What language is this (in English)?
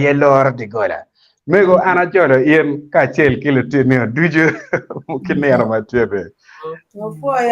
Acoli